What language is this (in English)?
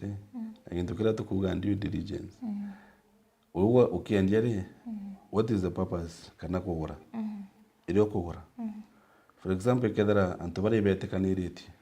Meru